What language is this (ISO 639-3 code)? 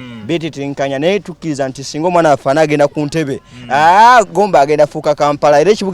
lug